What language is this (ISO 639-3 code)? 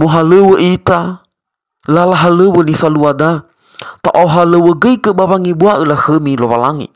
nia